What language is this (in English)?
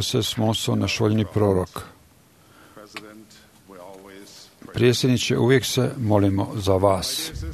Croatian